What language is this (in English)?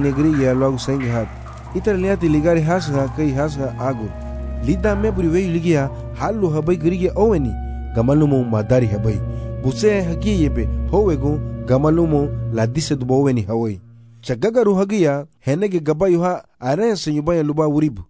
Garifuna